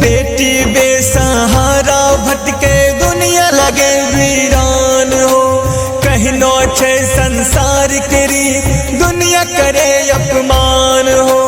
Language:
Angika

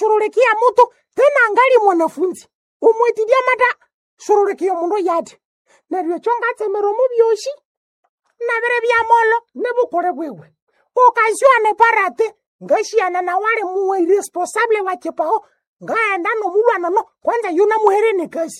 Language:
Nande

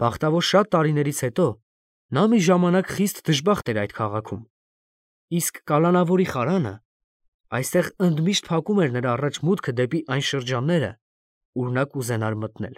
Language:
Armenian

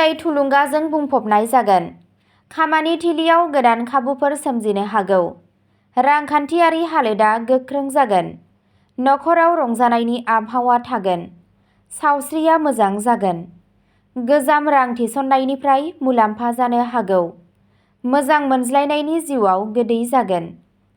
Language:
Bodo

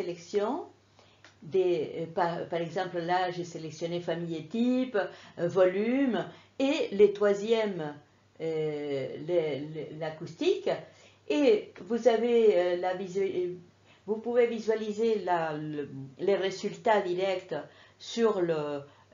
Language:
French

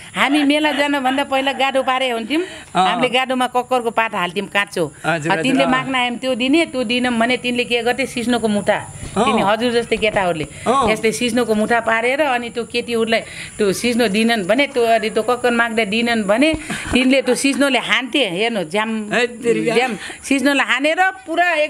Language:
Nepali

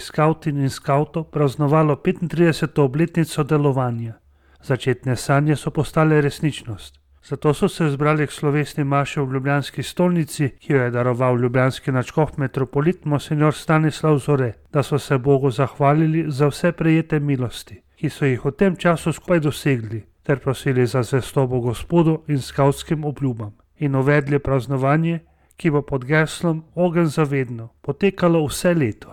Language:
Slovenian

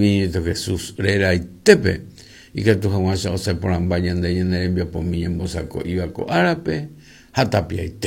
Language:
Guarani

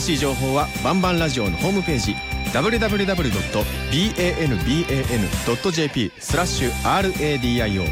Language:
Japanese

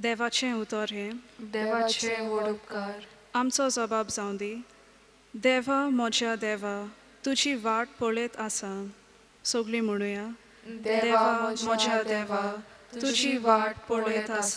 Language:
Konkani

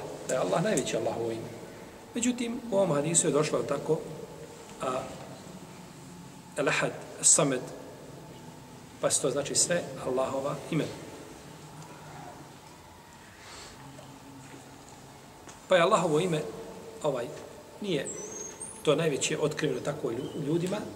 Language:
Bosnian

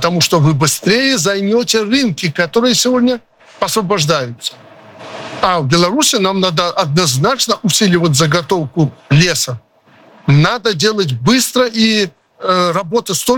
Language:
Russian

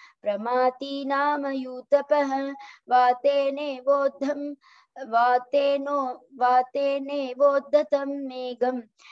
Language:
Sanskrit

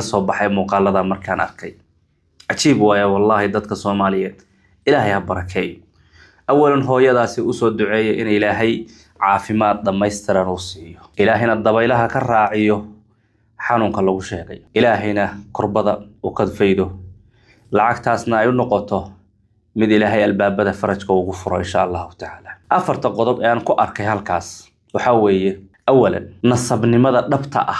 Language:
Somali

